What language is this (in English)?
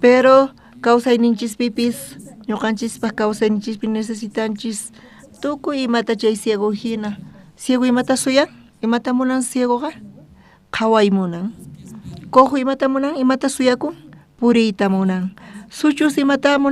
South Bolivian Quechua